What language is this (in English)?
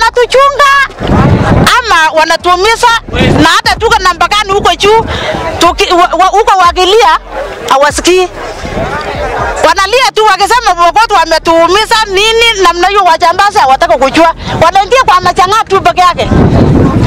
Swahili